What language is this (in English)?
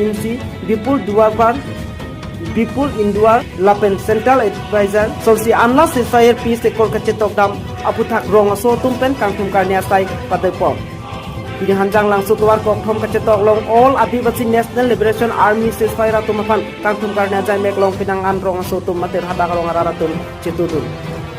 Karbi